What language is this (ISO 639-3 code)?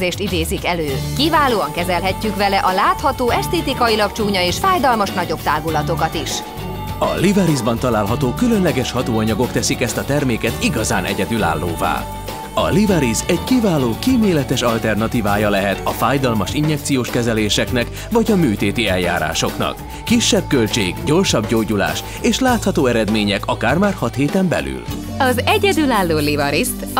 hun